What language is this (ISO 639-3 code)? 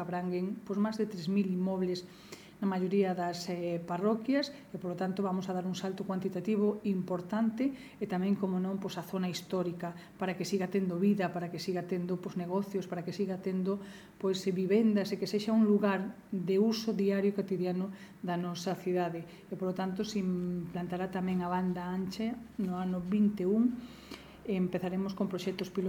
glg